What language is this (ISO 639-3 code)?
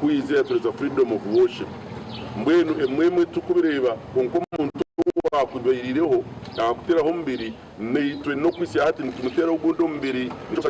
nyn